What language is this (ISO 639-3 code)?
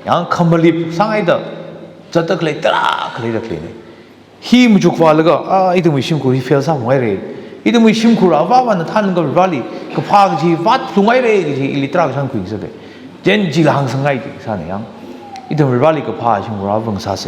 nmf